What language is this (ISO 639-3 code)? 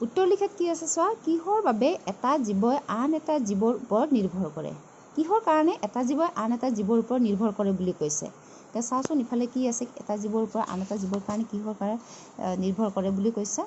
asm